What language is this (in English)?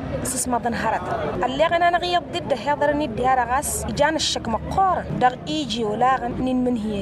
Tamasheq